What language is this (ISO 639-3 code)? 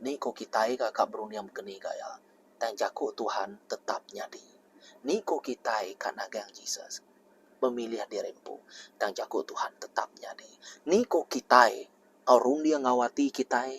iba